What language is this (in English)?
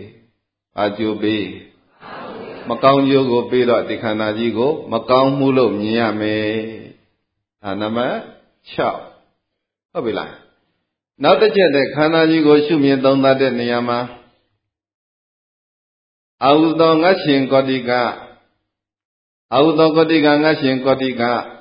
Burmese